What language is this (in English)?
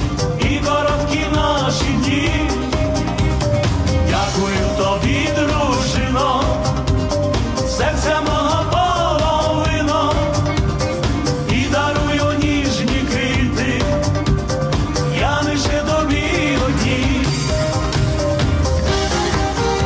Ukrainian